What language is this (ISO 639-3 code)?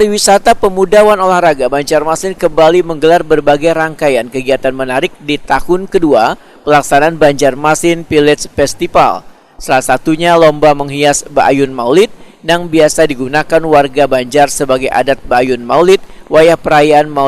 bjn